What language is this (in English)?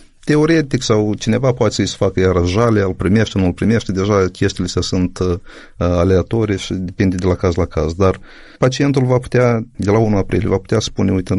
Romanian